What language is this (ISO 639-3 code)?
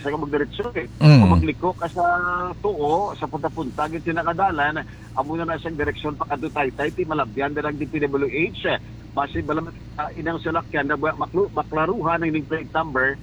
hil